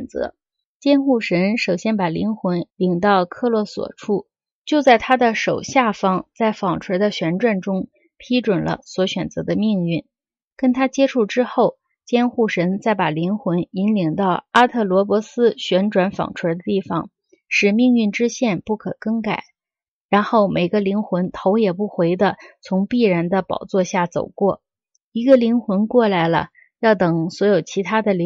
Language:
Chinese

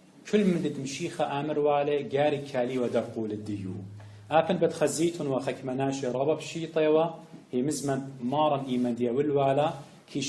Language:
Assyrian Neo-Aramaic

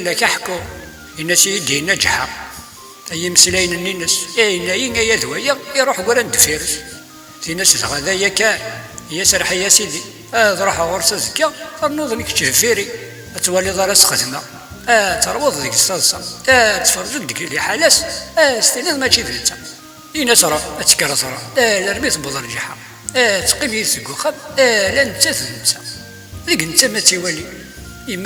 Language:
Kabyle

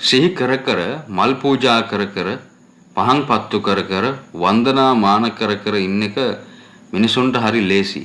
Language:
Sinhala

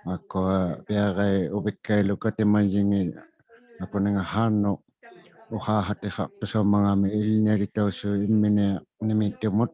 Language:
Inuktitut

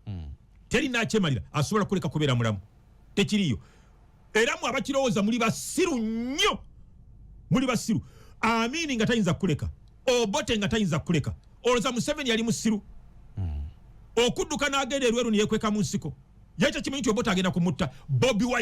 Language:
Ganda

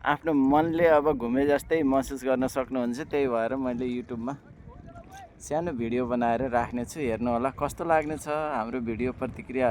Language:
Nepali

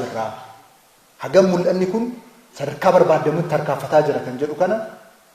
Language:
Oromo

